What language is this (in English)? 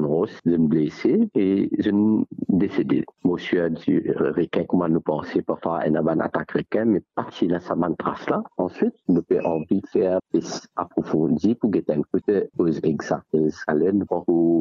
Morisyen